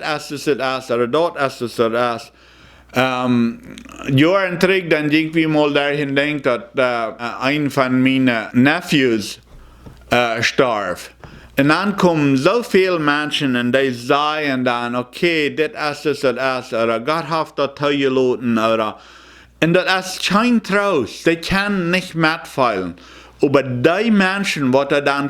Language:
Plautdietsch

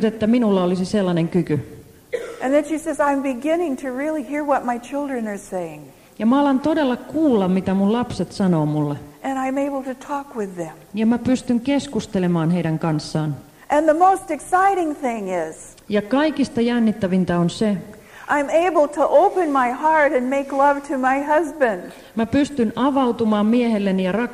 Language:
Finnish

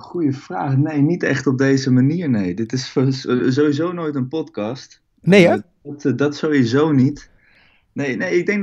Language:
Dutch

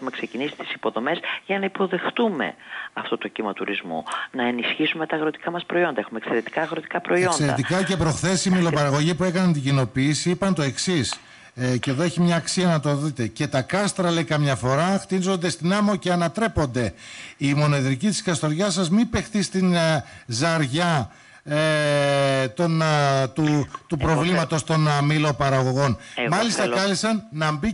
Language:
Greek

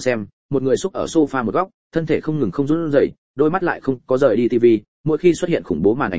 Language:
Vietnamese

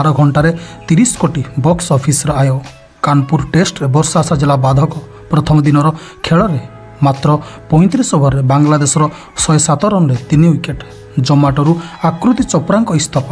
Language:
Odia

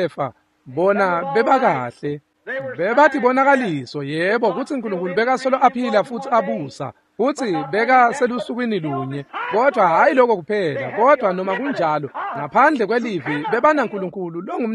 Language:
Swati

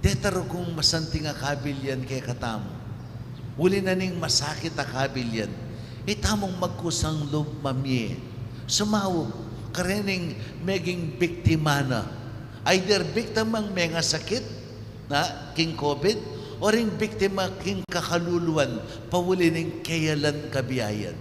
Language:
Pampanga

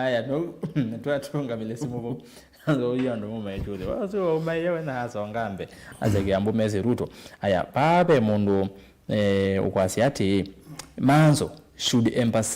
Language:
Kamba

